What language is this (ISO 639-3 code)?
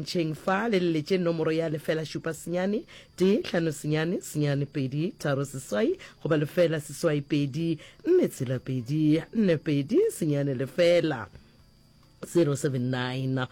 nso